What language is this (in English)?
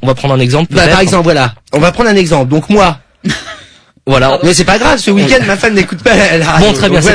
French